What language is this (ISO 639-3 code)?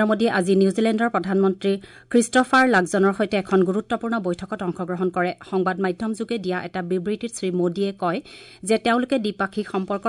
asm